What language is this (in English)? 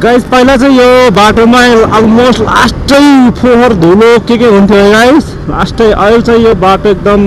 Nepali